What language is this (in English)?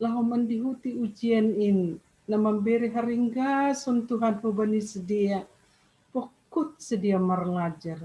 Batak Simalungun